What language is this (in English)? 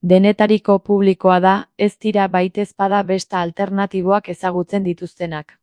Basque